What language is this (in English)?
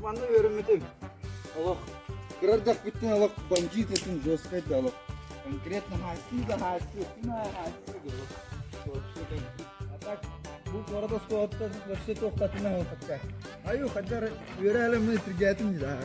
Yakut